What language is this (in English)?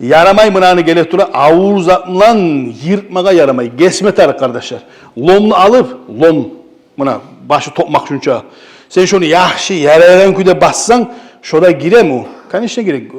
Kumyk